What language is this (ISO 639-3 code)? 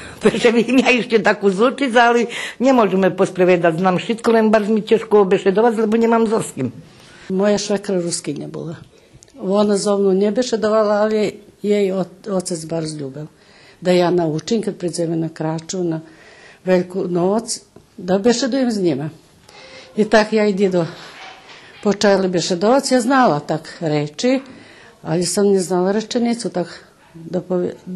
rue